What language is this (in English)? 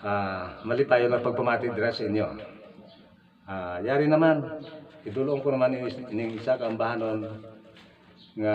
Hiligaynon